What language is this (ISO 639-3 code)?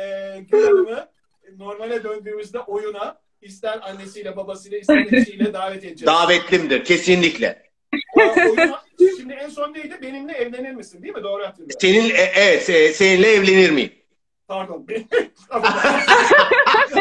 tur